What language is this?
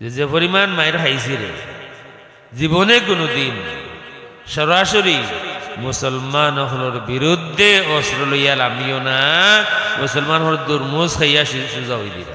Sylheti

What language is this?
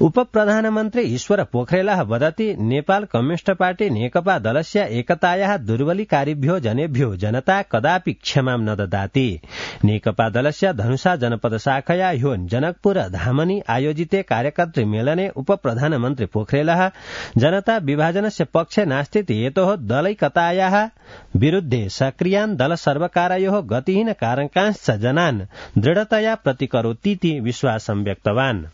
Sanskrit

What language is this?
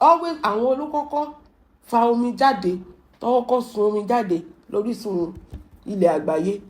Yoruba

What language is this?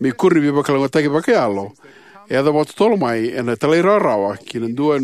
Fijian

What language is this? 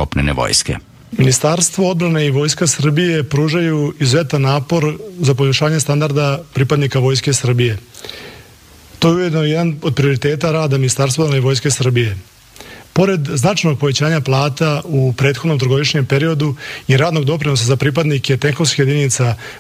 Serbian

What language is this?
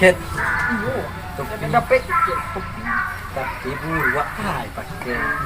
Minangkabau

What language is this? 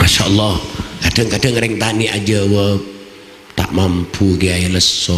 Madurese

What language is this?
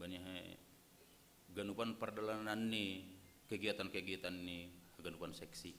Batak Simalungun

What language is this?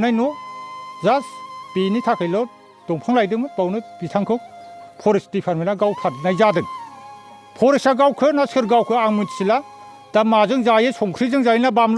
Bodo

